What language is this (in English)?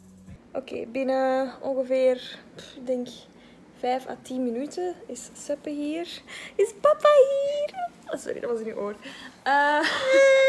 Dutch